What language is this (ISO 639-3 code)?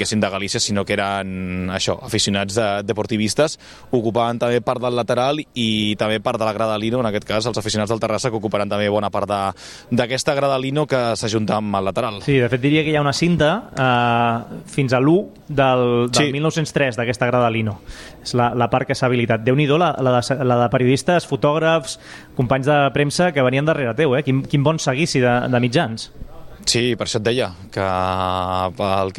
cat